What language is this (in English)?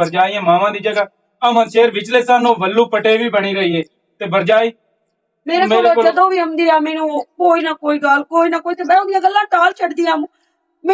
Western Panjabi